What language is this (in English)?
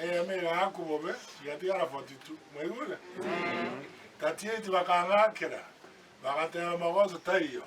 Gusii